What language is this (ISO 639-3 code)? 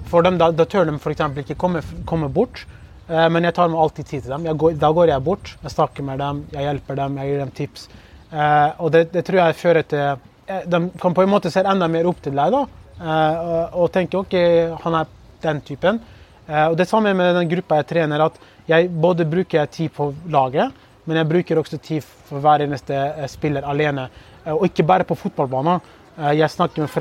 nor